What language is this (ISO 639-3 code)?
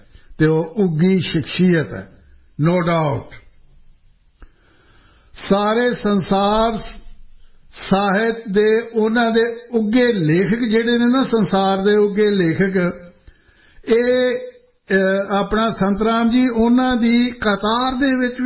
pan